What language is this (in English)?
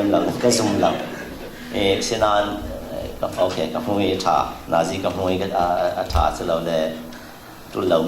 Falam Chin